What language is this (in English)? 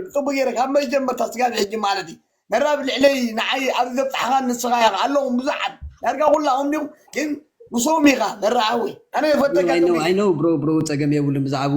Tigrinya